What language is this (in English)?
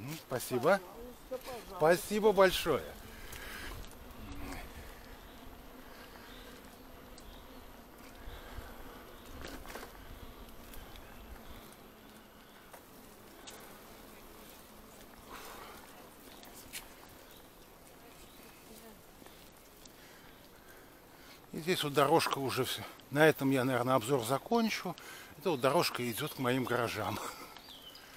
Russian